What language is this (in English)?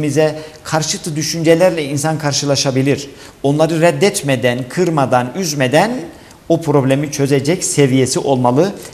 Turkish